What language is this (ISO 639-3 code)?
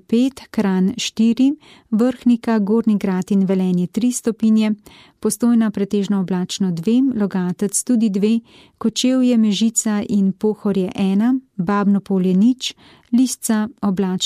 slv